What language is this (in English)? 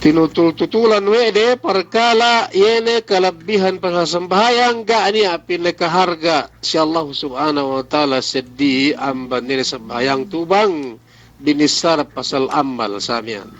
Yakan